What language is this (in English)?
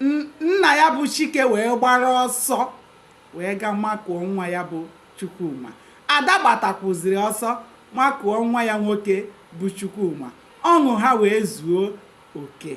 Igbo